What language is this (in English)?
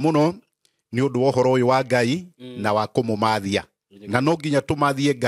Kikuyu